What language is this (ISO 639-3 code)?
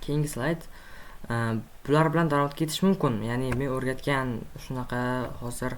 uzb